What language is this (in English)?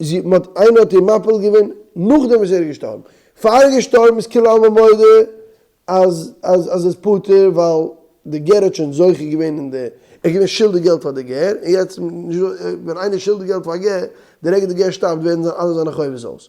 Yiddish